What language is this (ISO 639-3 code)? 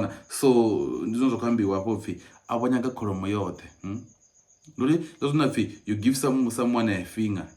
ven